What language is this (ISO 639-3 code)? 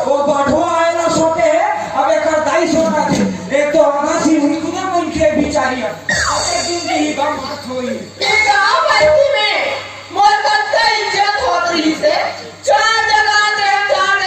hne